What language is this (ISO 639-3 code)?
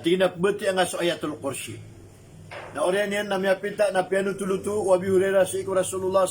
mrw